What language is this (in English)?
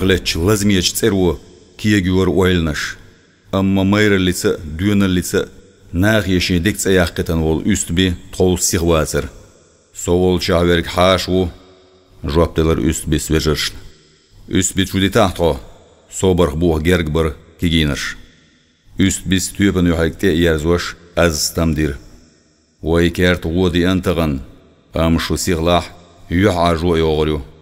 Chechen